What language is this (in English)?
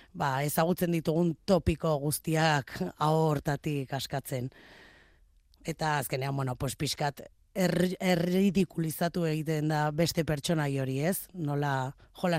Basque